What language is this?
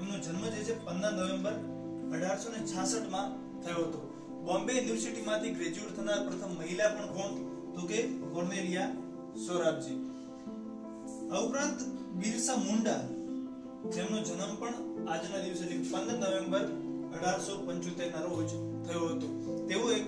Gujarati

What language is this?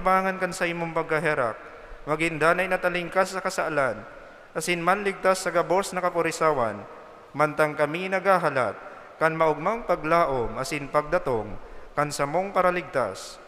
Bikol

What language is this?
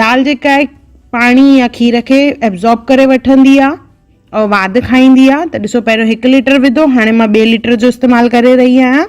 Sindhi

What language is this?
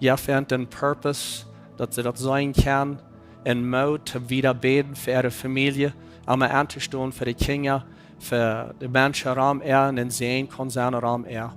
Plautdietsch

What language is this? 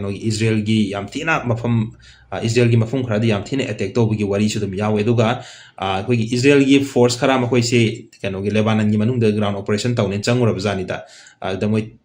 Manipuri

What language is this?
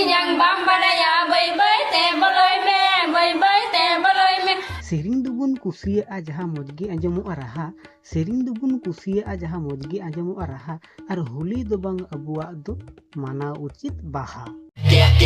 Santali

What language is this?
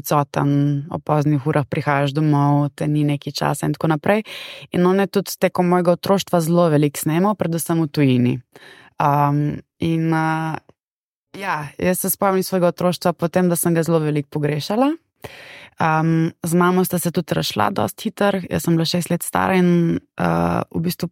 Slovenian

